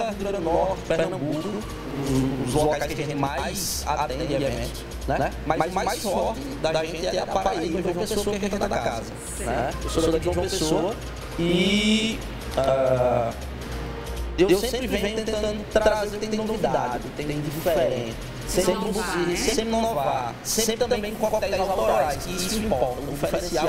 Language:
Portuguese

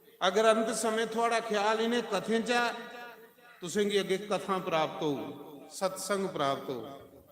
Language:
Dogri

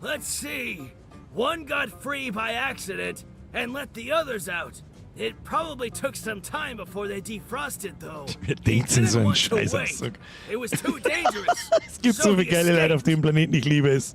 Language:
Bavarian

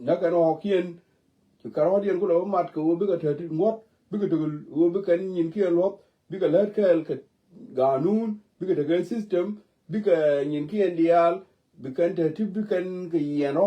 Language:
Nuer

